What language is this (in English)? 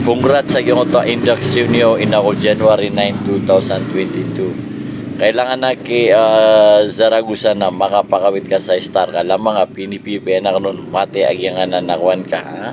Maranao